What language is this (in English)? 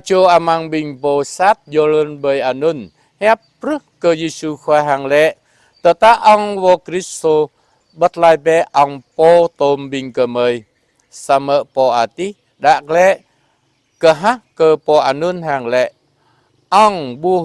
Jarai